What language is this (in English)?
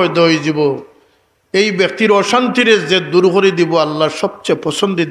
Sylheti